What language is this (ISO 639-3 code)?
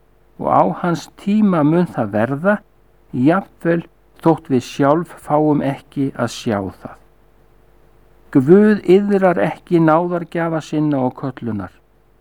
isl